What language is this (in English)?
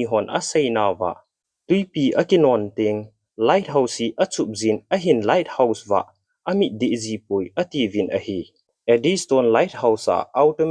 Thado Chin